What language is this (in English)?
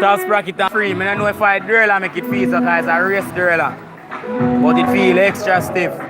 Jamaican Creole English